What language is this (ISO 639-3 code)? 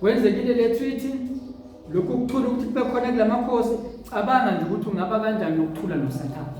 zul